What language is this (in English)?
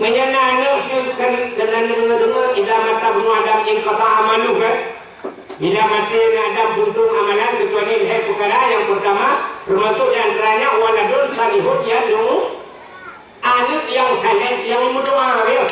Achinese